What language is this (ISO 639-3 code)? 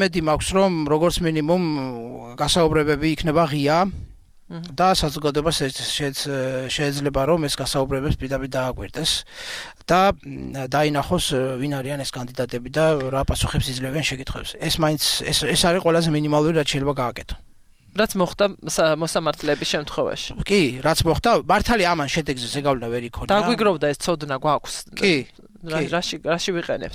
kat